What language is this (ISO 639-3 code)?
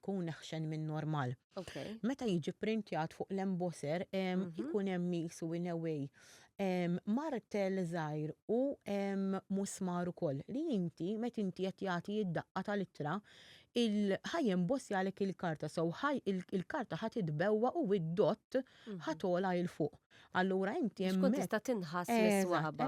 mlt